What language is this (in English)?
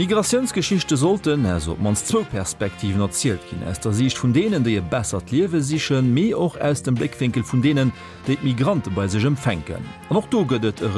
Luxembourgish